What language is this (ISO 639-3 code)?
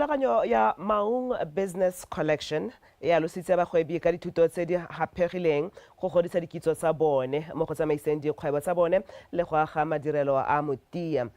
tsn